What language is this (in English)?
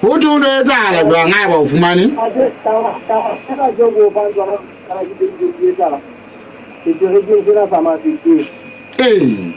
Southern Sotho